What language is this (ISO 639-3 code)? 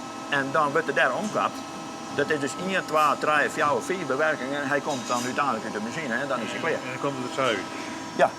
fry